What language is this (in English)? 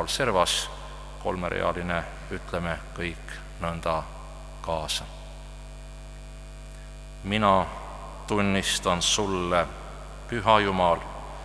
Estonian